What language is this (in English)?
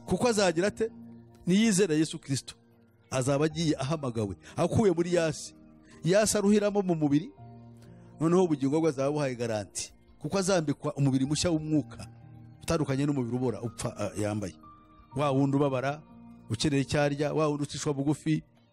Kinyarwanda